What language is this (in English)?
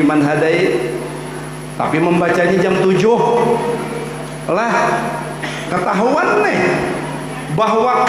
Indonesian